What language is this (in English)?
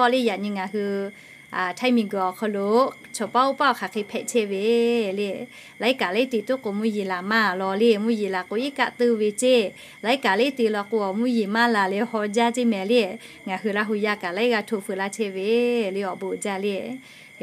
Lahu